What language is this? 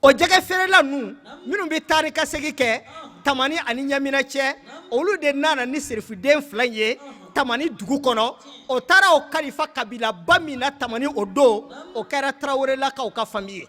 Bambara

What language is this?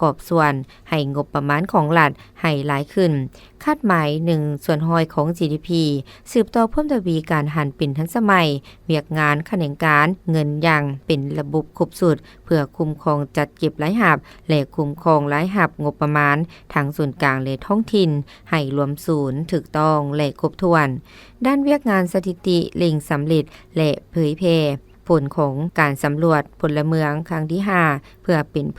Lao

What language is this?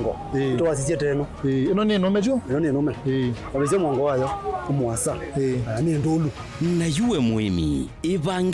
Kamba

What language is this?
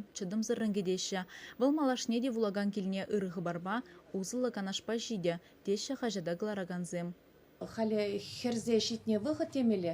Chuvash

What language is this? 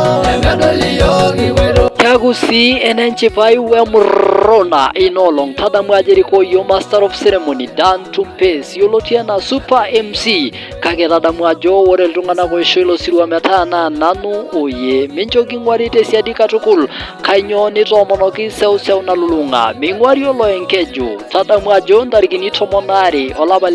Masai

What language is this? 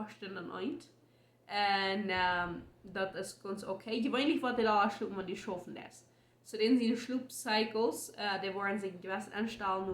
Plautdietsch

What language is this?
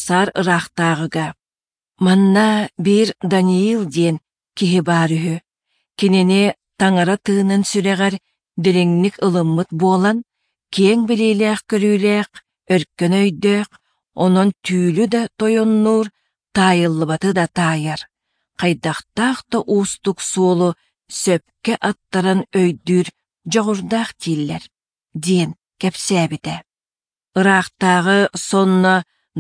Yakut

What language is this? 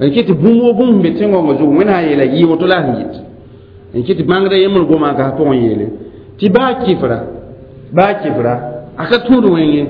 Mossi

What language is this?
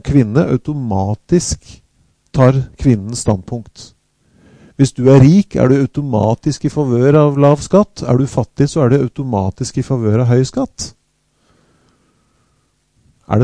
Norwegian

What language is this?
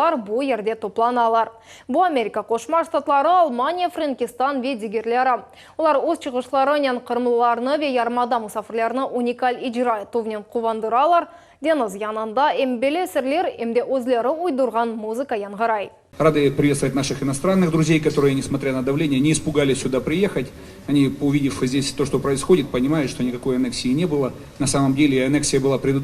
Crimean Tatar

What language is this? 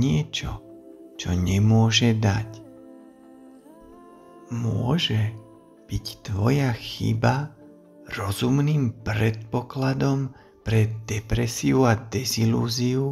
Slovak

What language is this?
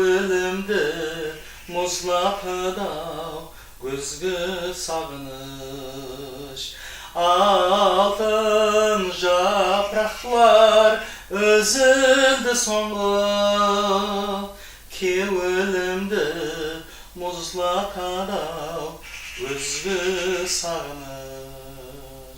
Kara-Kalpak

